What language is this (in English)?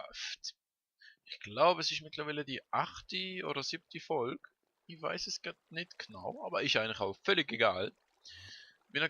Swiss German